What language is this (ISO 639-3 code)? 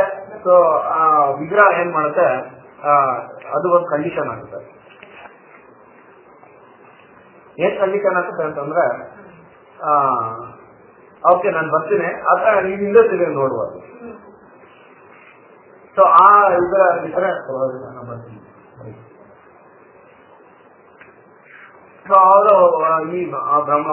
kan